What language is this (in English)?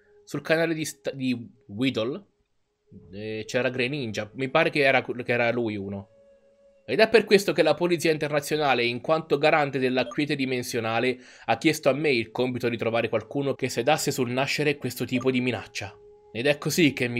Italian